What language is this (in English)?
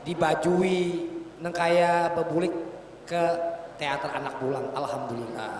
Banjar